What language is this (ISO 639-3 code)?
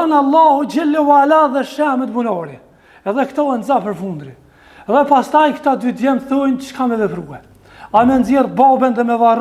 sqi